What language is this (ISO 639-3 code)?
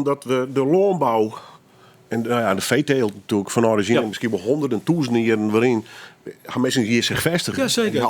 fry